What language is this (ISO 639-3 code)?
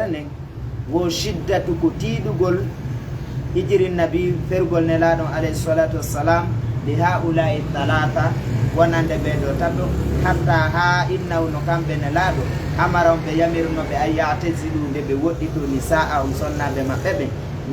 ful